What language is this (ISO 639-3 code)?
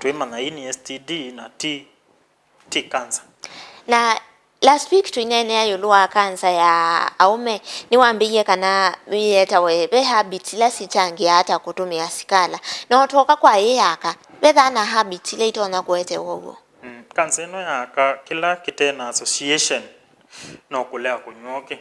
kam